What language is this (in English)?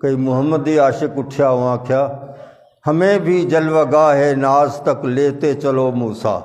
Saraiki